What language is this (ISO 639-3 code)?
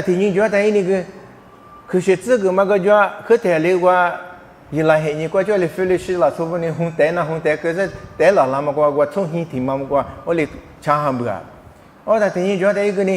lis